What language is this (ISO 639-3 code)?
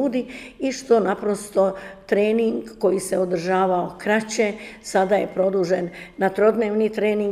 hrv